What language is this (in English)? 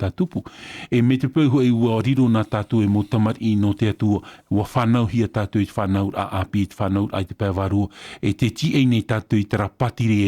Tahitian